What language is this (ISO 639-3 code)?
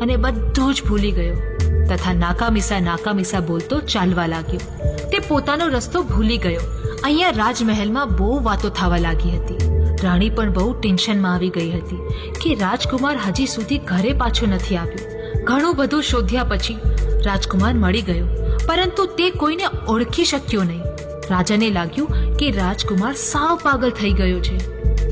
guj